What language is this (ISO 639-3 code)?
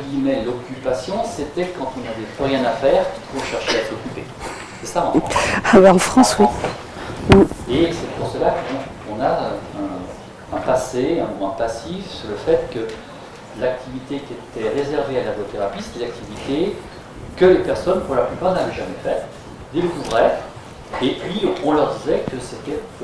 fra